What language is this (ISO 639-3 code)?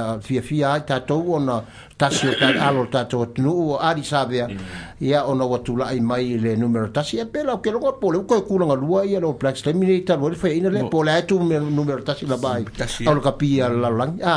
smo